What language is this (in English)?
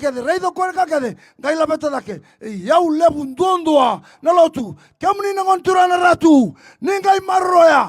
Fijian